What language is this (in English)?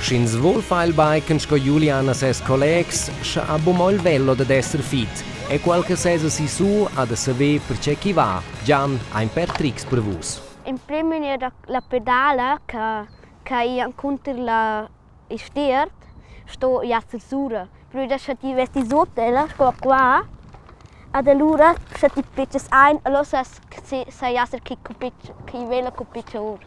Romansh